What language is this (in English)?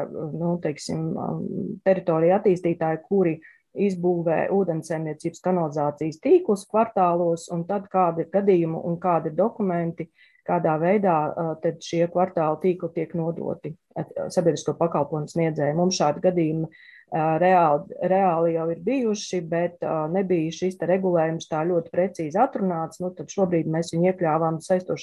Latvian